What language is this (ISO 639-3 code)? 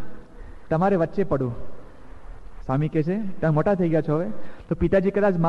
guj